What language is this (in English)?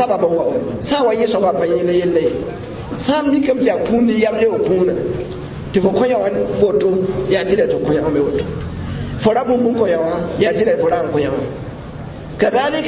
Mossi